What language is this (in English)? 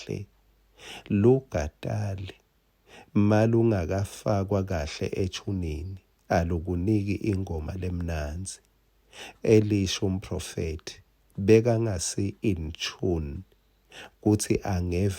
Swati